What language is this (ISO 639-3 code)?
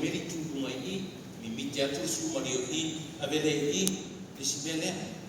smo